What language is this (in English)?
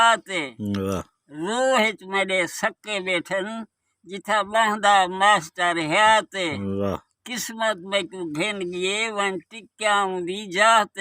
Saraiki